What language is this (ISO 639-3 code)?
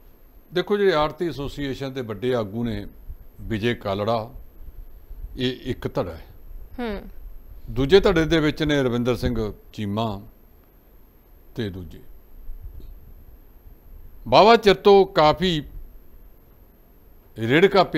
pan